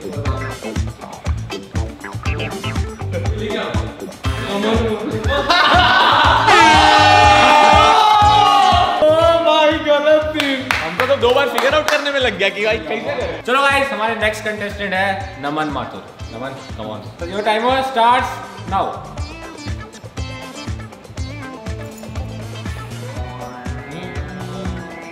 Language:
Hindi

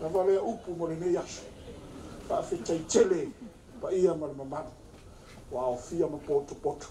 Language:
Samoan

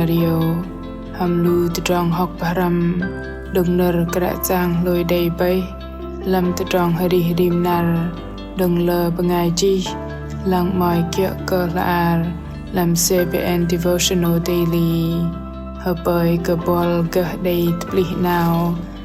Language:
Bahnar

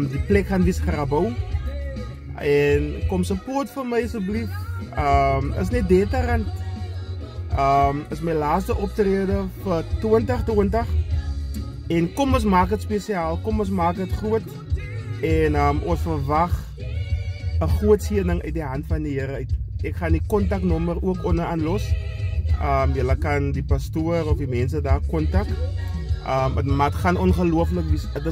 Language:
Afrikaans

